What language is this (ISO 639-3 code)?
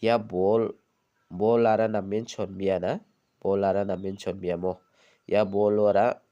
grt